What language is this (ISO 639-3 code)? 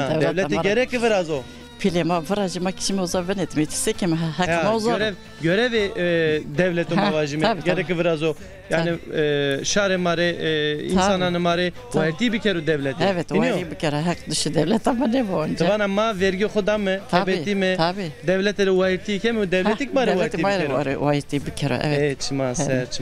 zza